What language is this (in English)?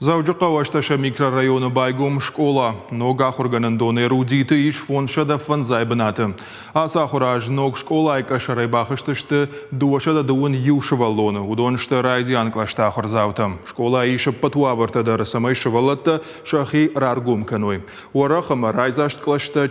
Ossetic